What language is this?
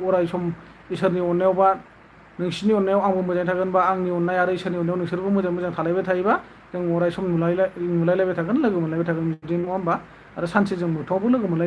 Bodo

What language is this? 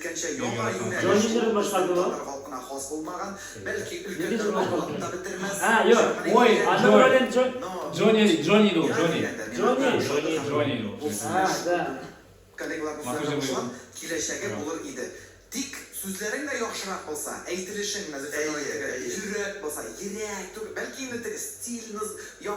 Tatar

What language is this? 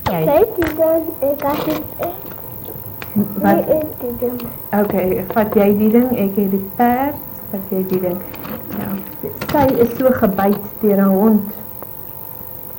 Afrikaans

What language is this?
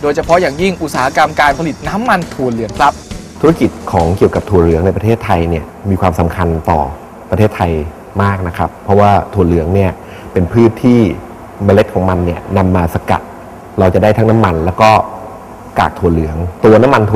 Thai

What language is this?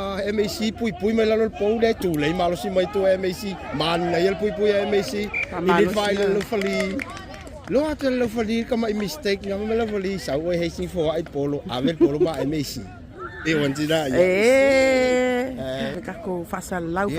Samoan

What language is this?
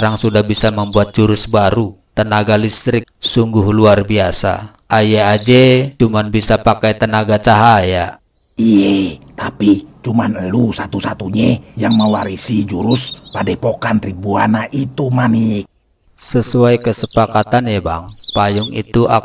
Betawi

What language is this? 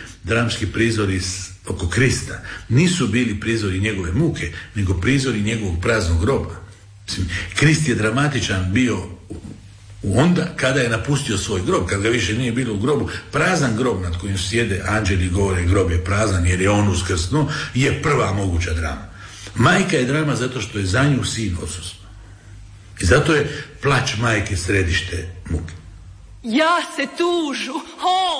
Croatian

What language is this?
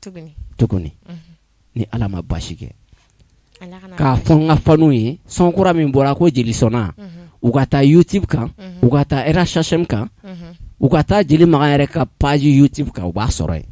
Bambara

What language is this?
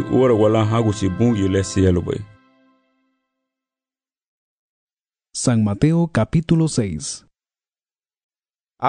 Garifuna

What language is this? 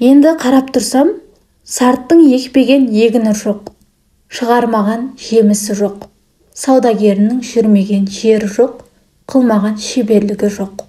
Kazakh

